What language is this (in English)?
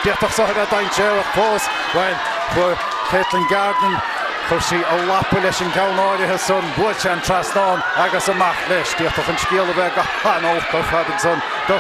Irish